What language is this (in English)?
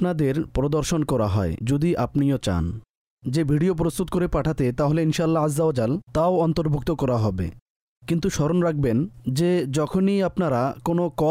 Bangla